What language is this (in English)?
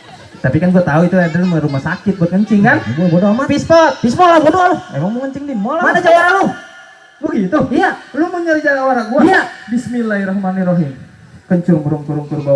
Betawi